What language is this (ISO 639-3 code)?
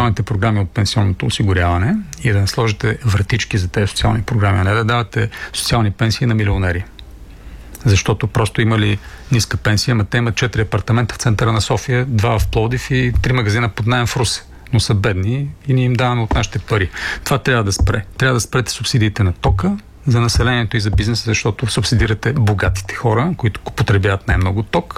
bul